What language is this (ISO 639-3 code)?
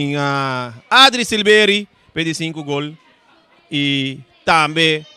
pap